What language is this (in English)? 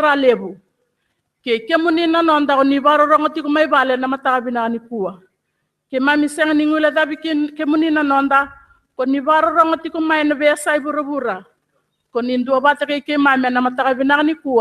Fijian